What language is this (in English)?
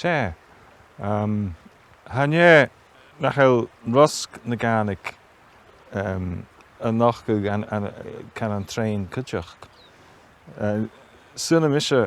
Scottish Gaelic